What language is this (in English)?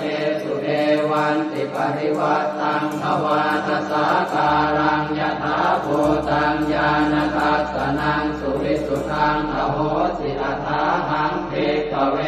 Pali